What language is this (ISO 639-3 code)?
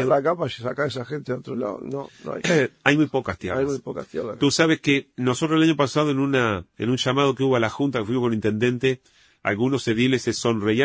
spa